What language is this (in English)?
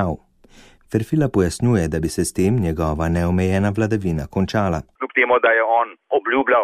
Slovenian